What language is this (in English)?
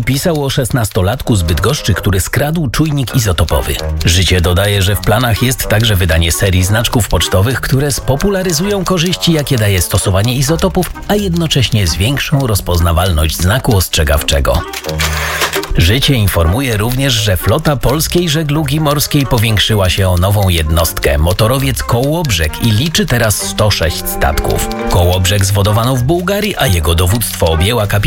Polish